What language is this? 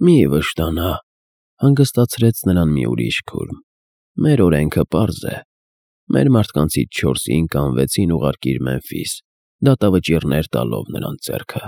Armenian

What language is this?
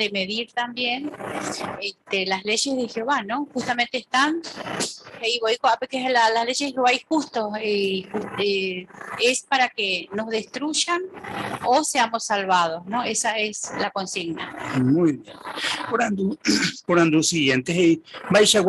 Guarani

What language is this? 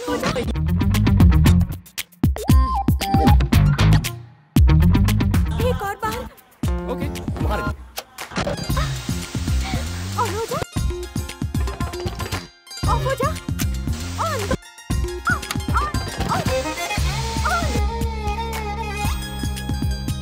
Hindi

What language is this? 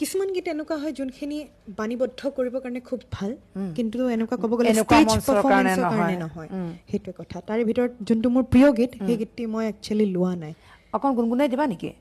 Assamese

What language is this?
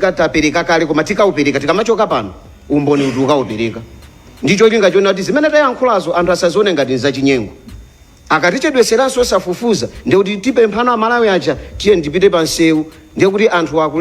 Nyanja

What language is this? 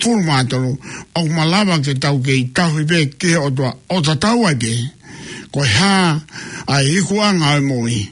Tongan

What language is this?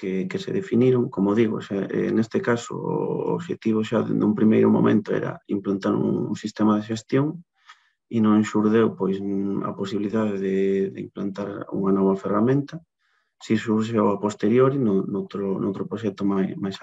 Galician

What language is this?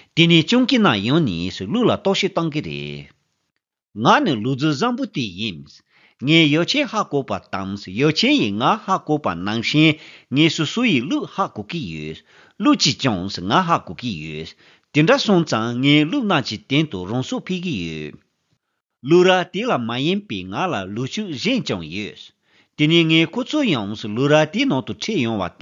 Tibetan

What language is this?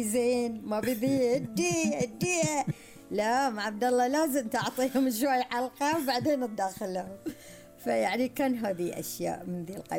Gulf Arabic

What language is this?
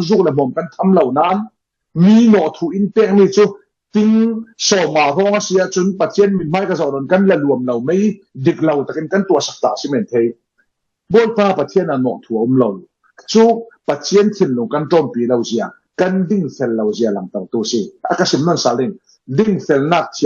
Falam Chin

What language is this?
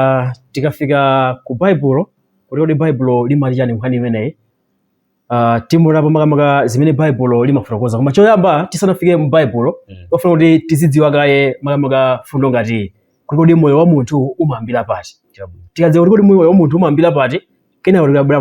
Nyanja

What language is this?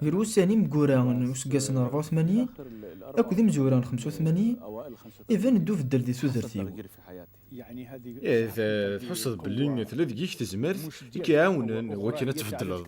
Kabyle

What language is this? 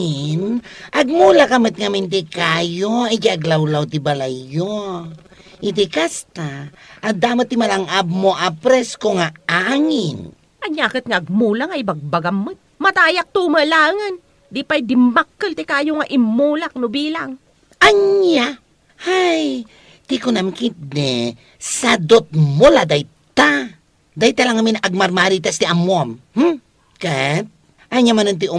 Iloko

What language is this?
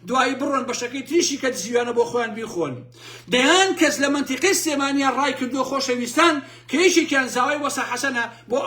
Central Kurdish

